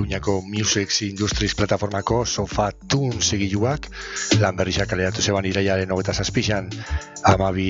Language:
Basque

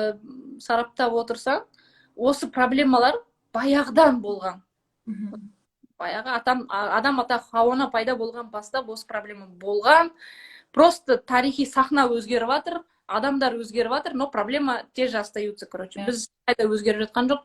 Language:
Kazakh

